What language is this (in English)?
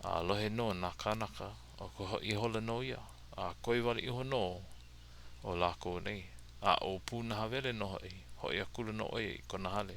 Hawaiian